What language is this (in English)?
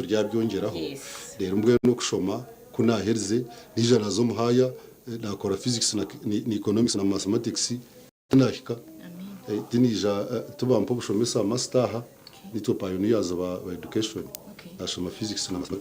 Nyankole